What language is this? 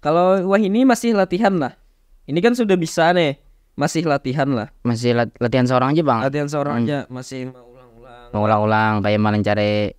Banjar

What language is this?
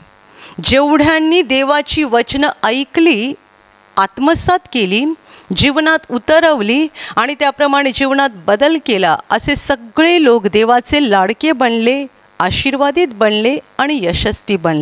Marathi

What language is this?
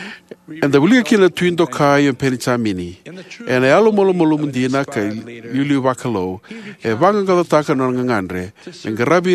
Fijian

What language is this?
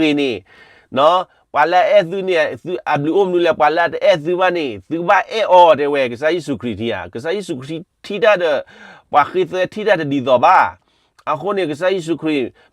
S'gaw Karen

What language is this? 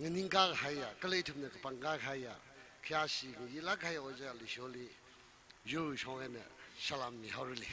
Tangkhul Naga (India)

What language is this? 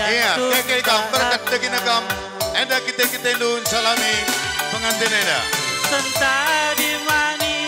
Batak Karo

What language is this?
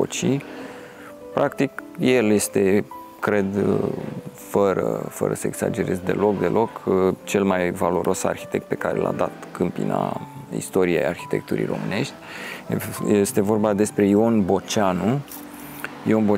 Romanian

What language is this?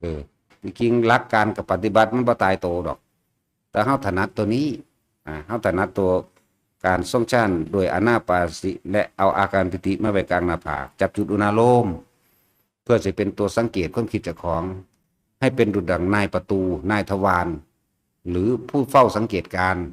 Northeastern Thai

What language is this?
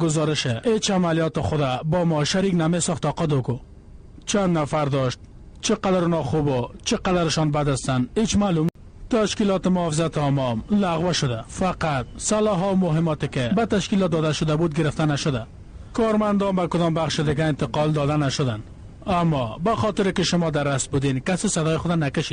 Persian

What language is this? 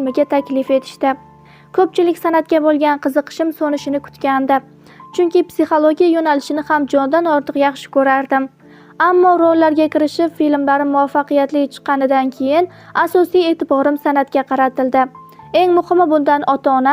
Uzbek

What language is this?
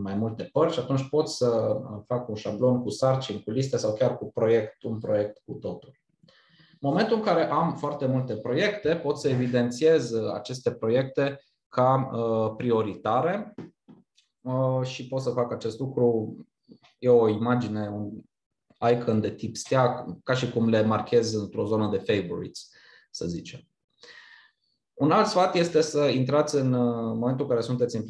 Romanian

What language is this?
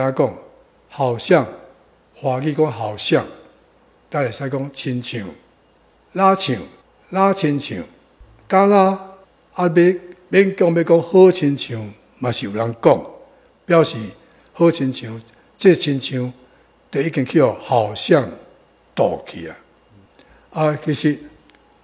Min Nan Chinese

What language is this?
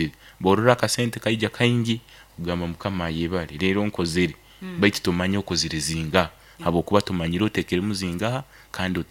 Nyankole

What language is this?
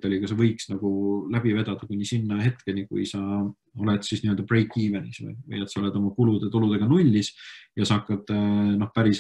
Estonian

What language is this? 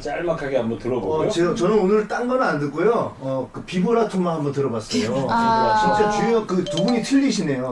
Korean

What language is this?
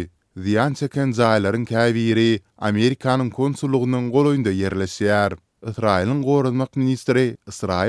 Turkmen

